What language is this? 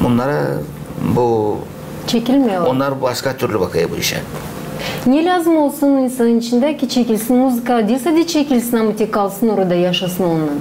Gagauz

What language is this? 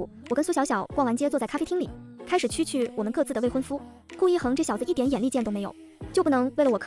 Chinese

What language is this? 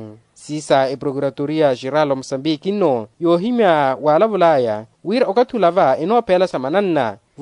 Makhuwa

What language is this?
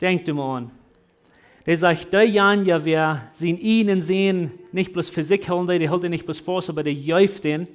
Plautdietsch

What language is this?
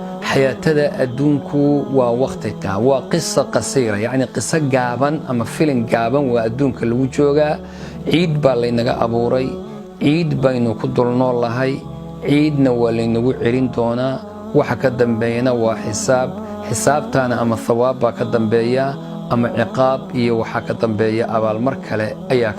Somali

